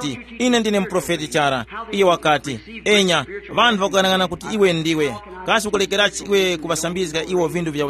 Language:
Tumbuka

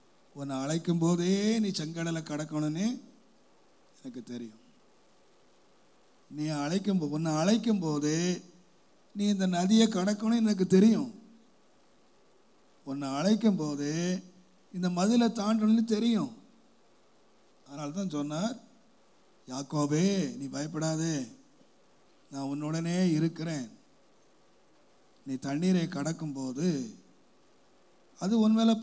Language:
Tamil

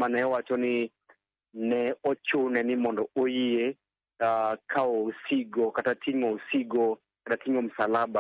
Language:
Luo (Kenya and Tanzania)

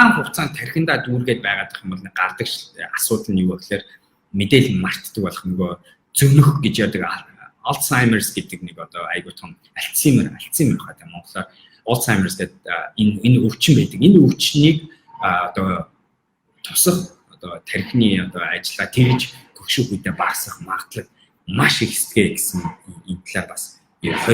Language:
Mongolian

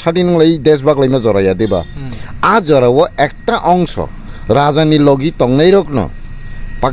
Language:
Kok Borok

